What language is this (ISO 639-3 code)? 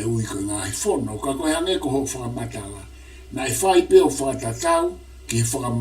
ton